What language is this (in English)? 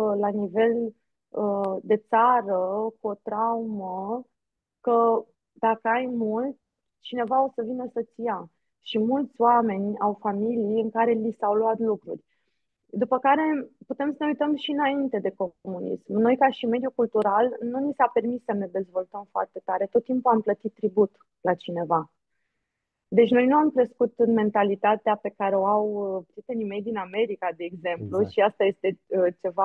Romanian